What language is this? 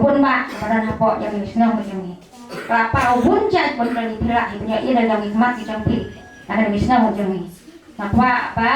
Khasi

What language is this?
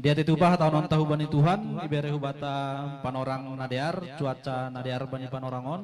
Batak Simalungun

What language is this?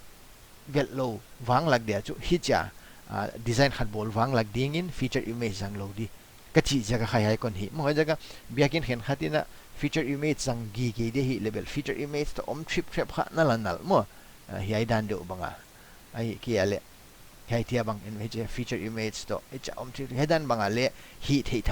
Paite Chin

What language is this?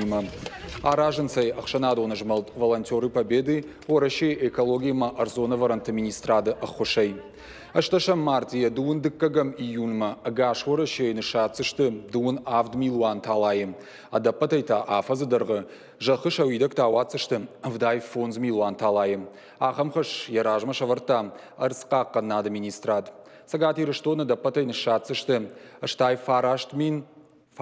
Ossetic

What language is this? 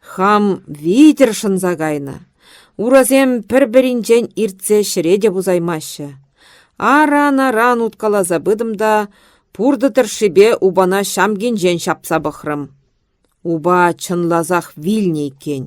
Chuvash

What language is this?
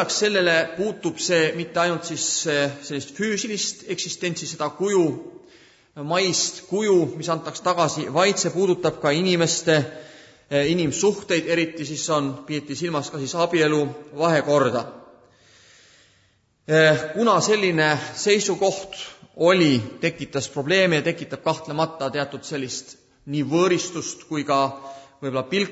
Estonian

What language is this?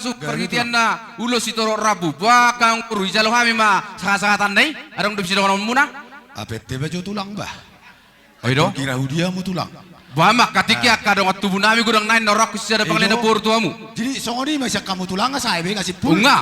Batak Toba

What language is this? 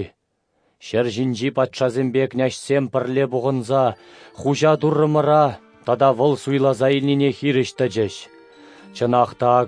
Chuvash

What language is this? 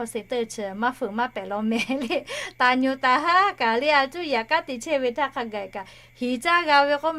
Lahu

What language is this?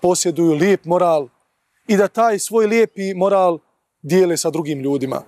Bosnian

